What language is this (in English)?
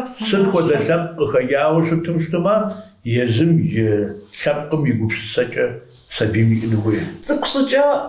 Kabardian